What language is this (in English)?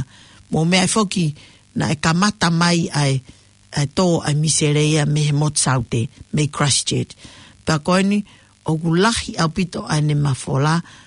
Tongan